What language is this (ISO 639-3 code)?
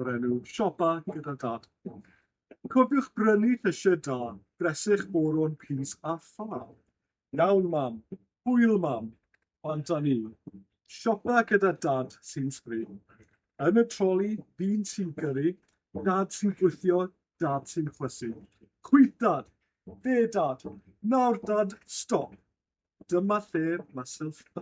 cym